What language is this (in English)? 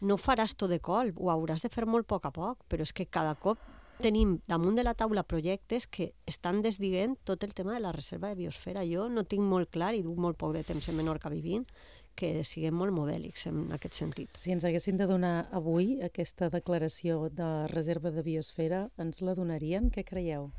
Catalan